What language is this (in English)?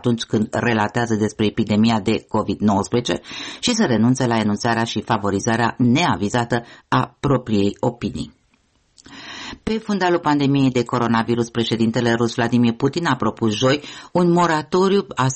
Romanian